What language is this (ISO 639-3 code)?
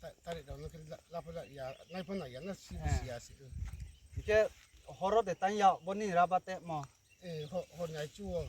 ria